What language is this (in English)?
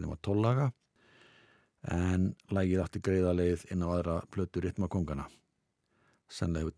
Icelandic